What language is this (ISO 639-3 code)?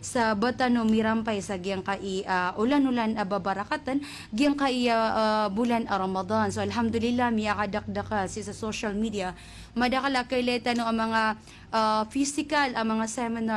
mrw